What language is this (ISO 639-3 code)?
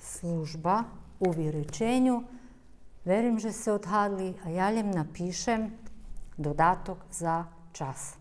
rue